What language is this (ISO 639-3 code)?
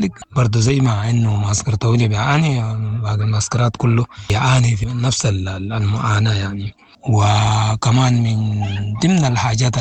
apd